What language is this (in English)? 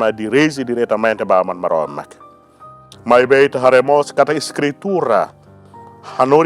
Tetum